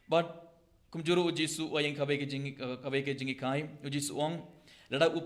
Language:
Khasi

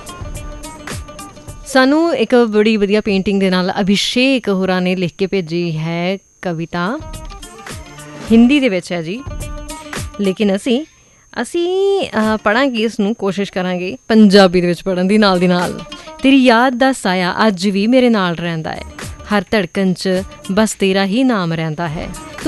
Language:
Punjabi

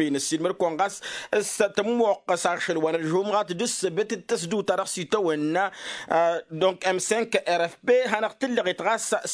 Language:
Tamasheq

